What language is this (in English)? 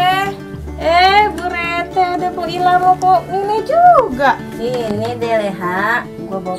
Betawi